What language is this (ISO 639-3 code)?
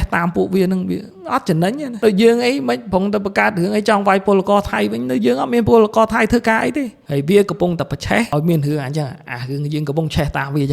khm